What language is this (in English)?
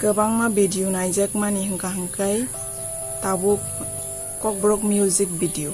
Kok Borok